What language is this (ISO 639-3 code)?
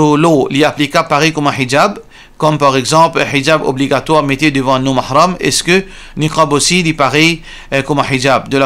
mfe